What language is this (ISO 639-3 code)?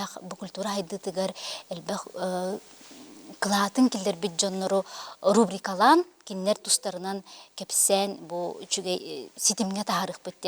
sah